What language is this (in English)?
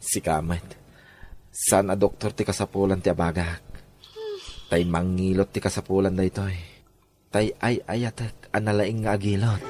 Iloko